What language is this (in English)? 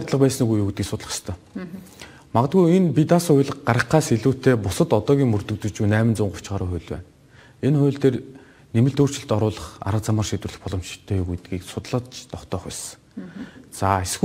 Mongolian